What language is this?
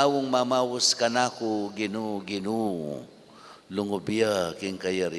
Pampanga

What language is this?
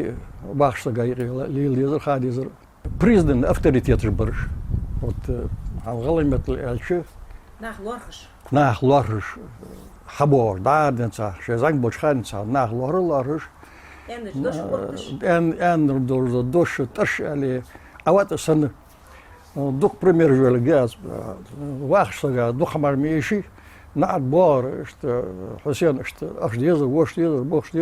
Ingush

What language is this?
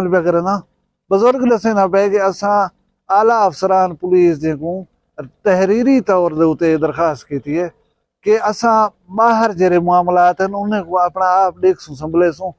Saraiki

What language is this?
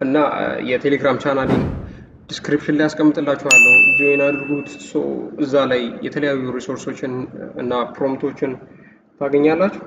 Amharic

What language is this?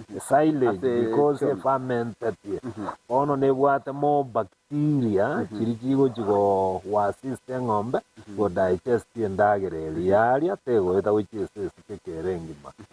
Gusii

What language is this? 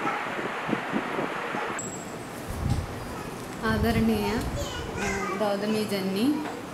Malayalam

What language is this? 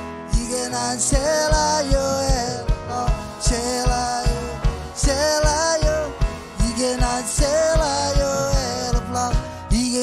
Marshallese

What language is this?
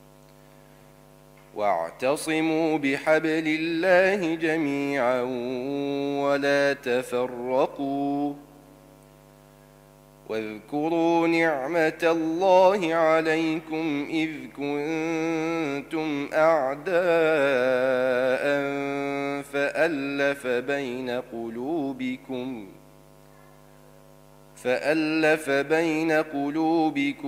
Arabic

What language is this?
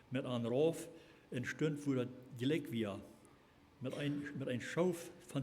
Plautdietsch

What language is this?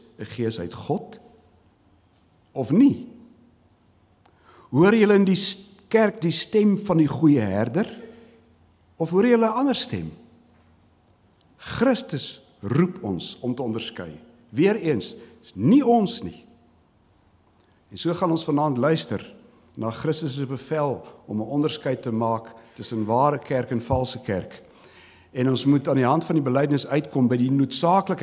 Afrikaans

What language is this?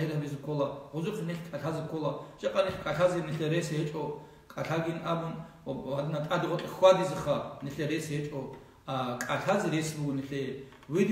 Avaric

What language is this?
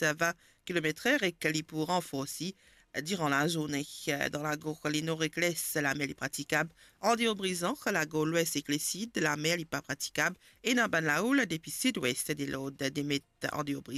Morisyen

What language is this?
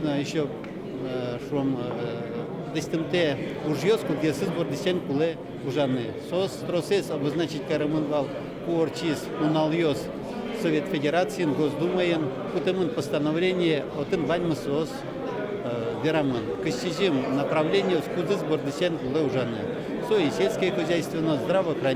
Udmurt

